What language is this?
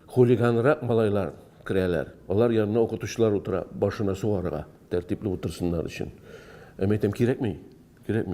Tatar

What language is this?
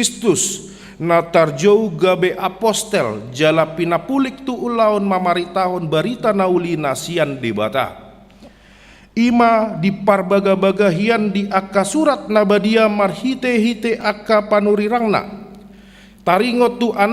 Batak Toba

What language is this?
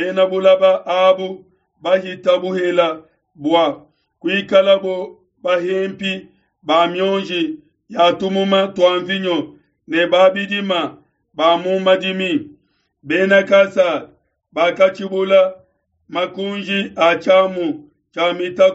Luba-Lulua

